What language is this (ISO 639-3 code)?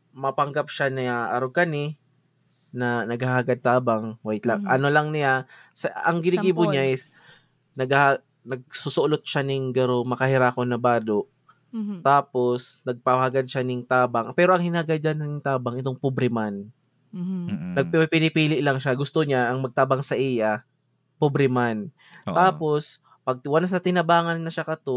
bik